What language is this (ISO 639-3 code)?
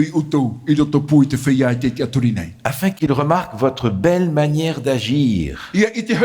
tah